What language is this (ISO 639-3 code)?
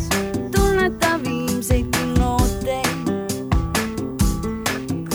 est